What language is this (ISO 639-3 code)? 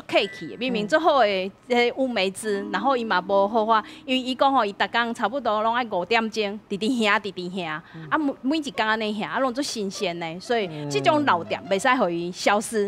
nan